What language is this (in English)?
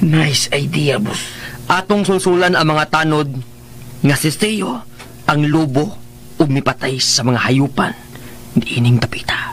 Cebuano